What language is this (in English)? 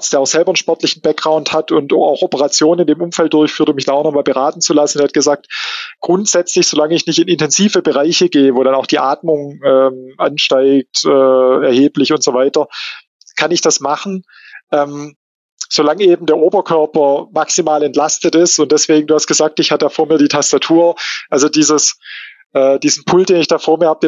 German